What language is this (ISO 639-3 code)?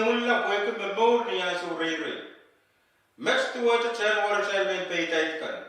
pon